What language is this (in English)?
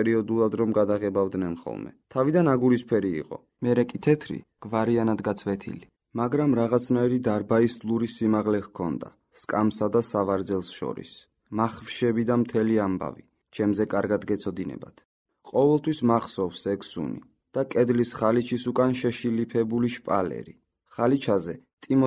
Georgian